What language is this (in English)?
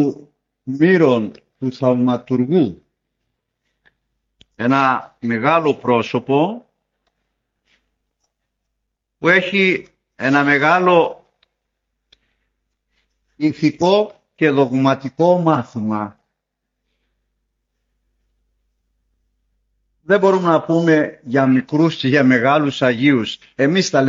Greek